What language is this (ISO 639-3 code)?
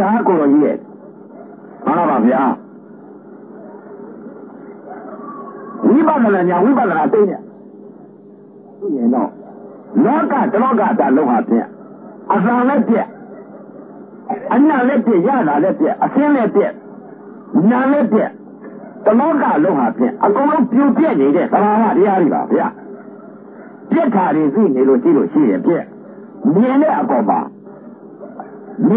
mya